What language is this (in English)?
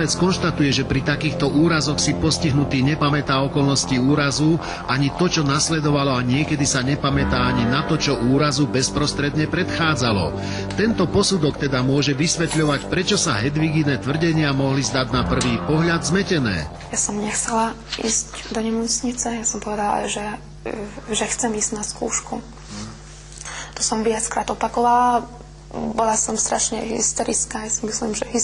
Slovak